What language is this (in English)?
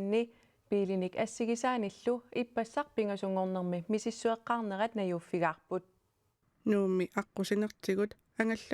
Kalaallisut